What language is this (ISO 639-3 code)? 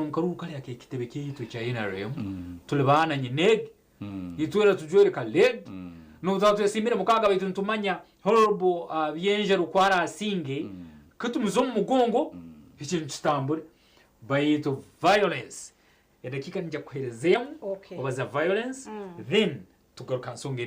nyn